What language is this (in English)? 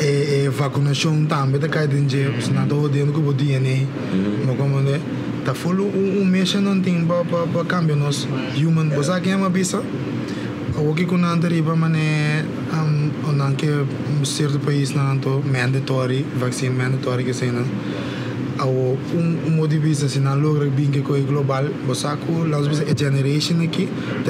Papiamento